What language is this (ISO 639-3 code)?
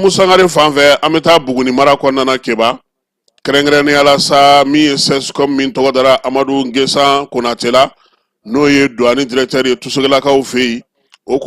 bam